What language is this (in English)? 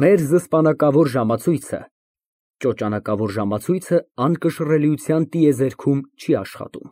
Armenian